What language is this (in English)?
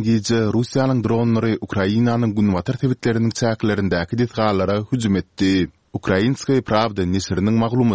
Turkmen